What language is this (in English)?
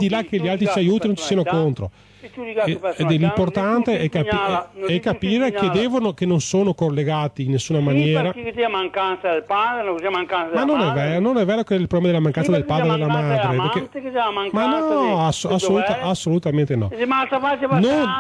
Italian